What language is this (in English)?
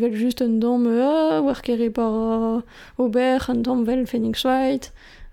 Breton